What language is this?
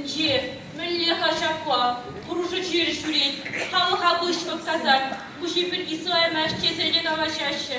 Chuvash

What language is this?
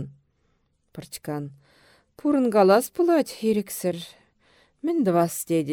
Chuvash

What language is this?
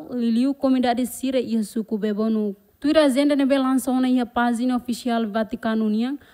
Tetum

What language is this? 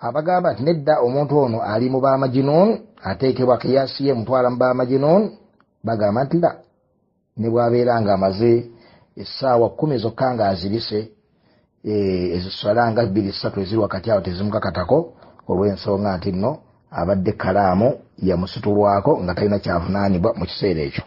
Ganda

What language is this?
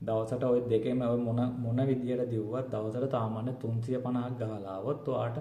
Sinhala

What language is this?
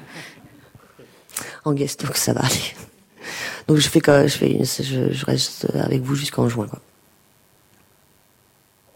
French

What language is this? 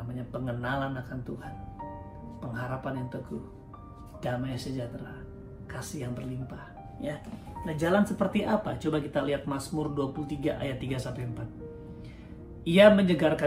Indonesian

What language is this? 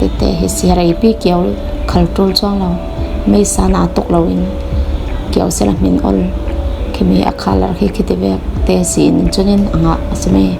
Falam Chin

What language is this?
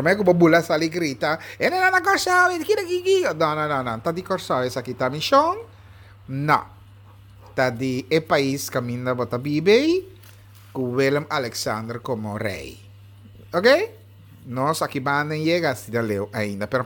Papiamento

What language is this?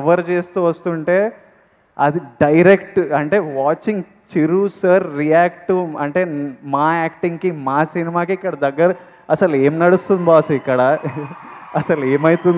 Telugu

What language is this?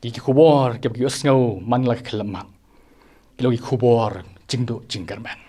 Khasi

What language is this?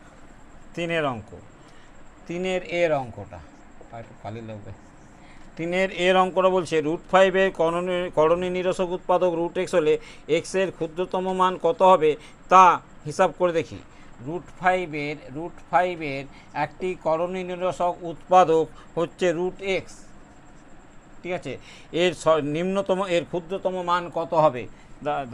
Bangla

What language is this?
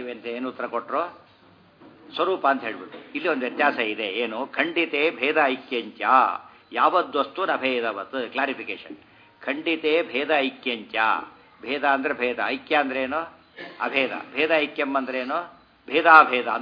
Kannada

